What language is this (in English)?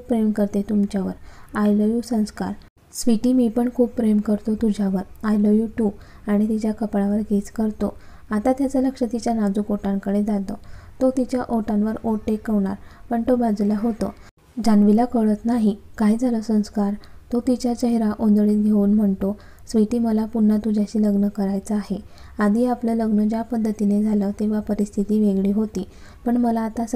Marathi